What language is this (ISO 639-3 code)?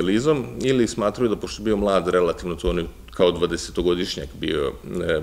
srp